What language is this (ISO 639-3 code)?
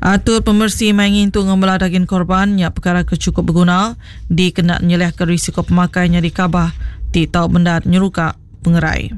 iba